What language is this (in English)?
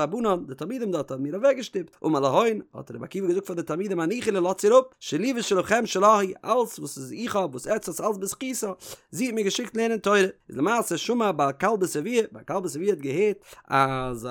Yiddish